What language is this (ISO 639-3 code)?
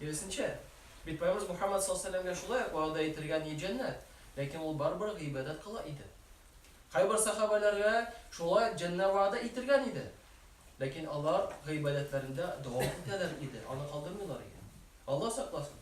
tat